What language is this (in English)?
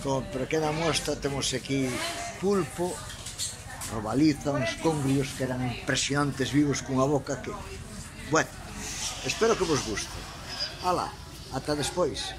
Galician